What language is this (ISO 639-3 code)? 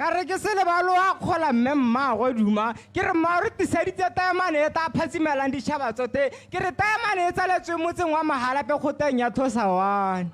tsn